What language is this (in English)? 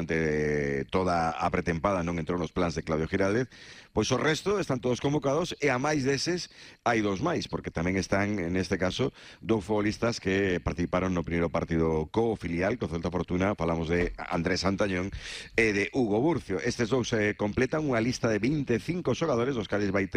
Galician